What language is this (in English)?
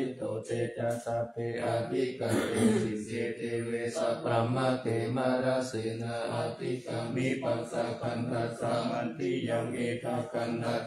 Pali